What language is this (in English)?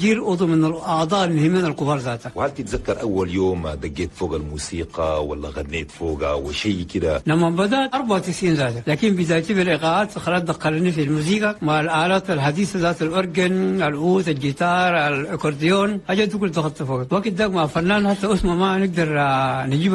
Chadian Arabic